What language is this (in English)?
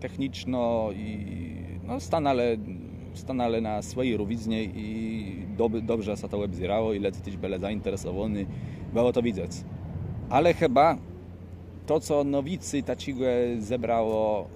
Kashubian